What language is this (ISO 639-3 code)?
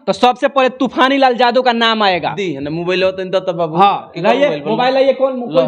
bho